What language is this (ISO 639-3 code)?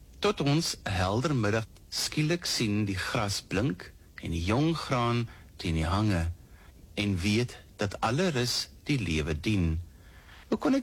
afr